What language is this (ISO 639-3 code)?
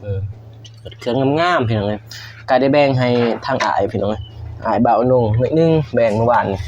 lao